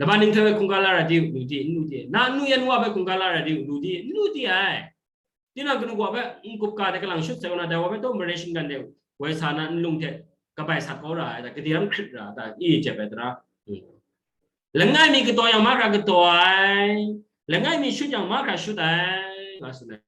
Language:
Kachin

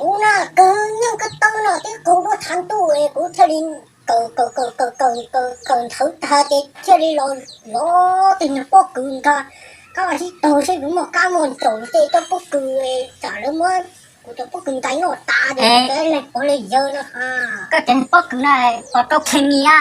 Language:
Hmong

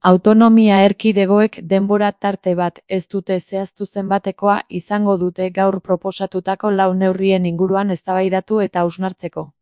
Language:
Basque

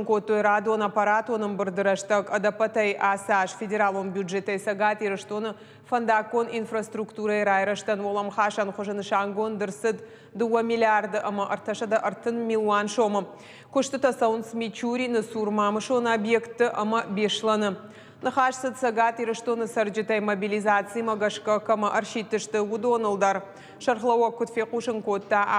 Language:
Ossetic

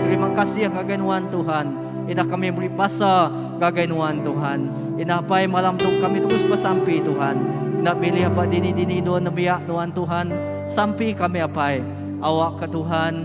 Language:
Iban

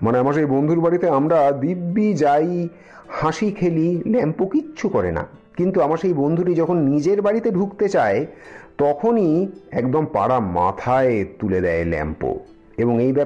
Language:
Bangla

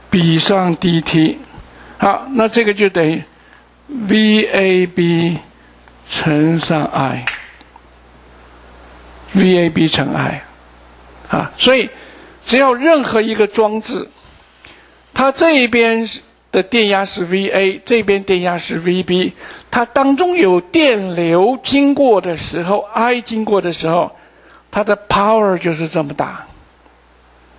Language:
Chinese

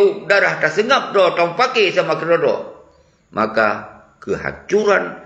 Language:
Achinese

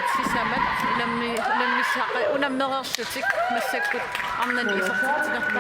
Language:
Kalaallisut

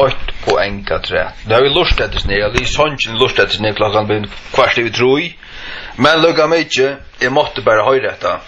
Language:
Faroese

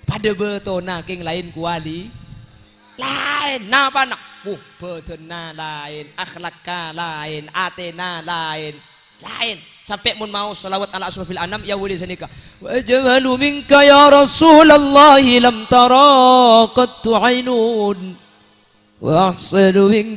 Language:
Madurese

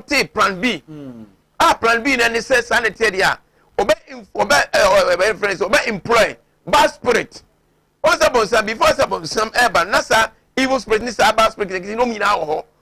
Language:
Akan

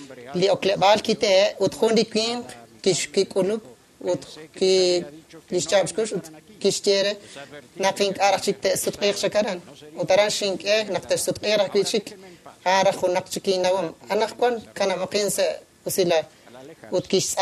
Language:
Kekchí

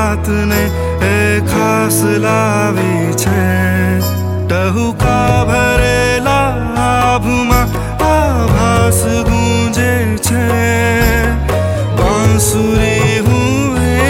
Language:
Gujarati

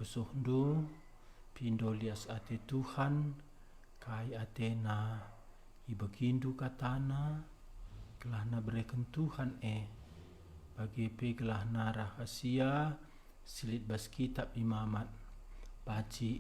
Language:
Batak Karo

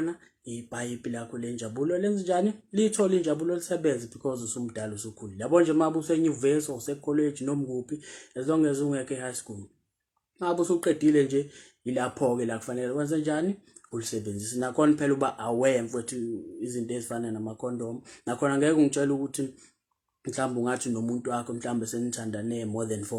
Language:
Zulu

